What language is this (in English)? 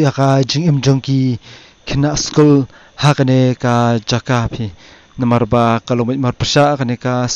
Khasi